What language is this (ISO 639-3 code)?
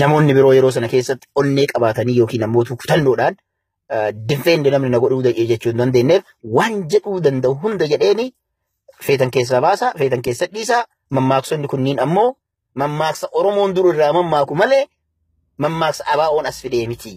orm